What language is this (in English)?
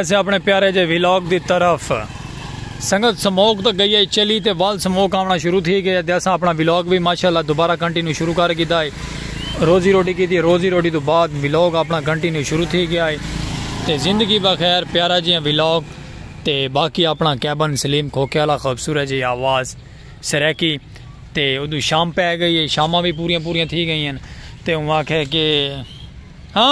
Saraiki